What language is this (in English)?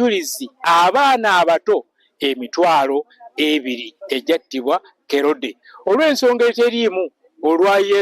Ganda